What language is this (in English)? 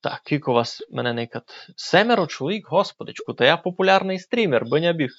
Rusyn